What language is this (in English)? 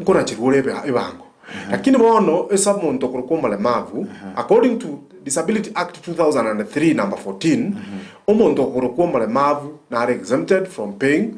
Gusii